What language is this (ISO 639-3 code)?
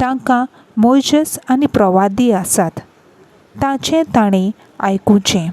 kok